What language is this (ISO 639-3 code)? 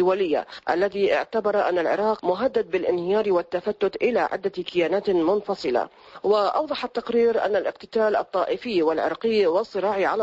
ara